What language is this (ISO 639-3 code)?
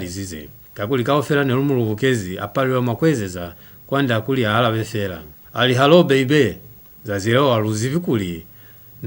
loz